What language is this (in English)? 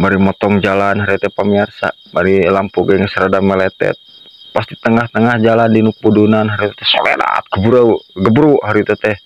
Sundanese